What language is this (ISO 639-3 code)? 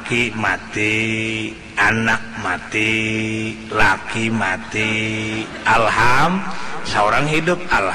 bjn